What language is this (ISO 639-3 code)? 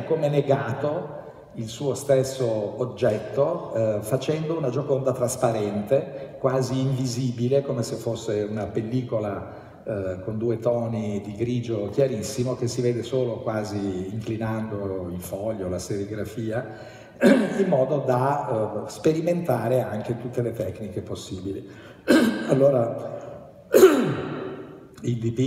ita